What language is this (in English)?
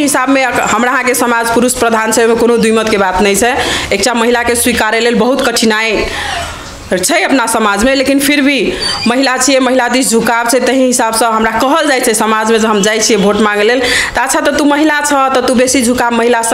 Maithili